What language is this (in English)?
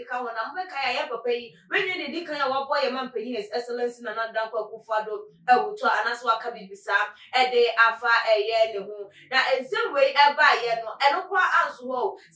Akan